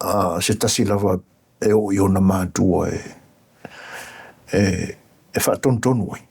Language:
Samoan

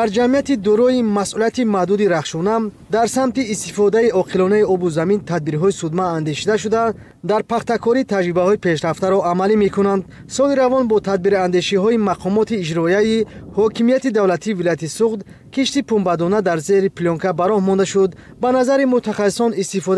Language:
Tajik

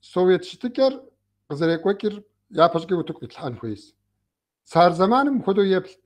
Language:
Kabardian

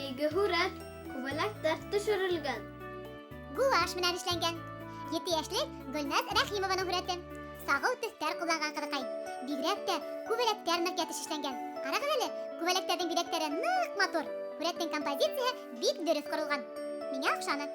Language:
Bashkir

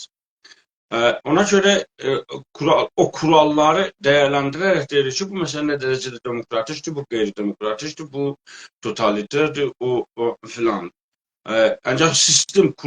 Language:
South Azerbaijani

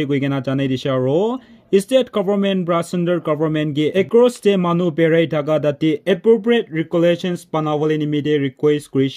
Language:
Naga Pidgin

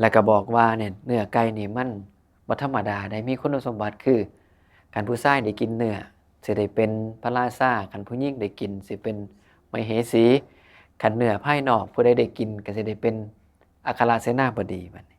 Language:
Northeastern Thai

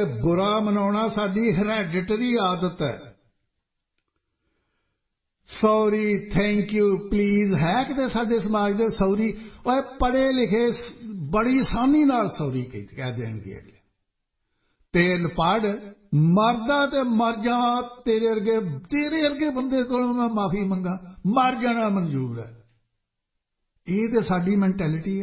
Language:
Punjabi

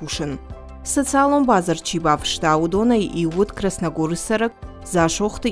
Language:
Ossetic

